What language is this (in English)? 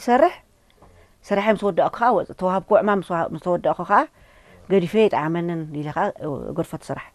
Tigrinya